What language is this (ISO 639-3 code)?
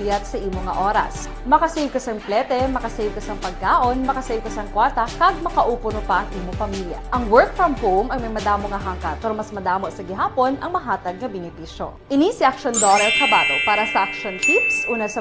hil